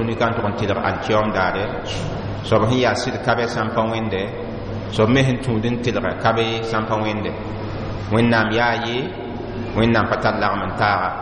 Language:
Mossi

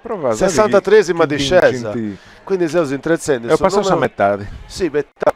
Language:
Sardinian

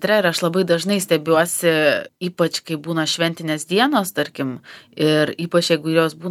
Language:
Lithuanian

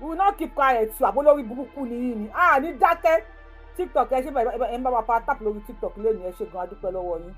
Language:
Yoruba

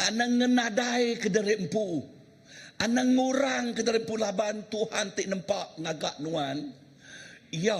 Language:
Iban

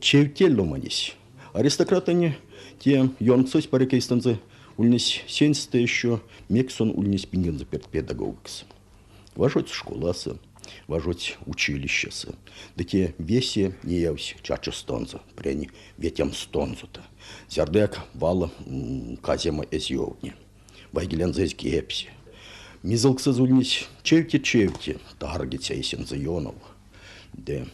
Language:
Erzya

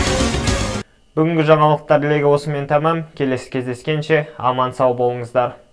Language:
Kazakh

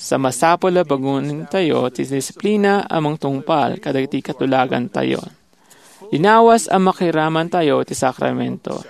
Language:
Iloko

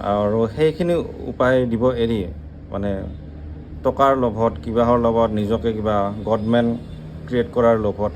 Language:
Assamese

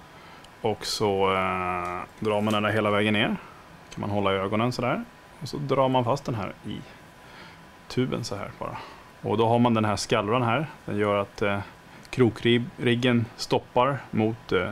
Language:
Swedish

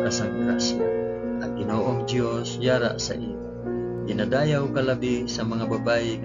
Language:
Hiligaynon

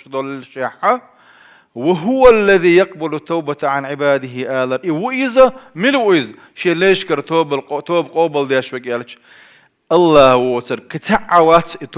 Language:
Chechen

